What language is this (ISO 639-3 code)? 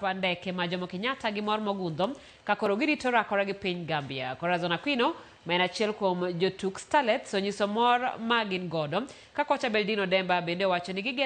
luo